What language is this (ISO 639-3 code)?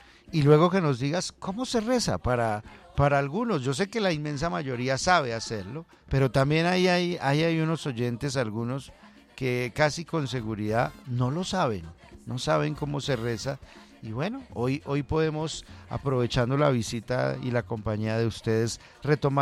spa